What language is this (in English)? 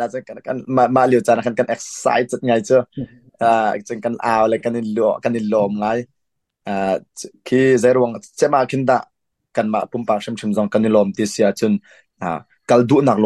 Hakha Chin